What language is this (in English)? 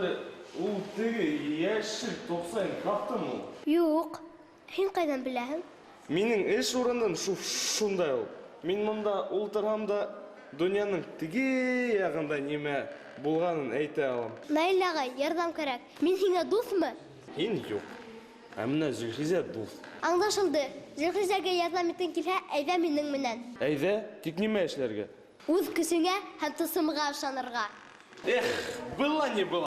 Bashkir